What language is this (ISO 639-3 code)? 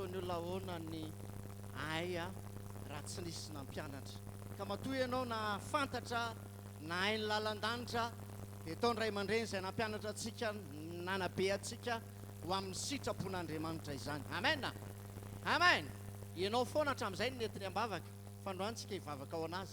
mlg